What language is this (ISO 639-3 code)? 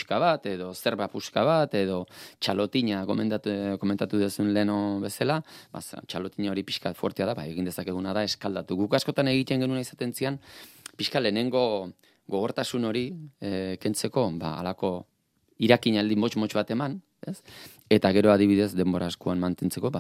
eus